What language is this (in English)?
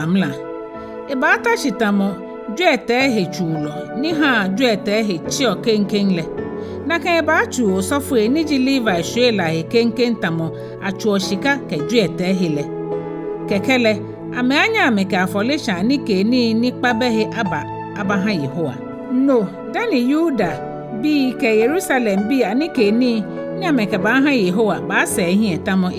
Ga